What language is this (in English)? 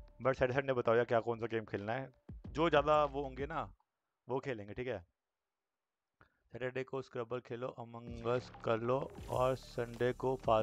Hindi